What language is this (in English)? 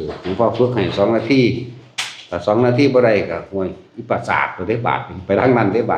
Northeastern Thai